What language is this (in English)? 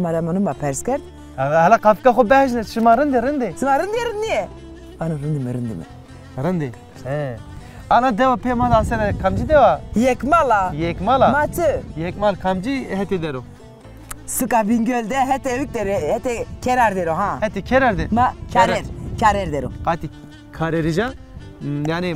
Zaza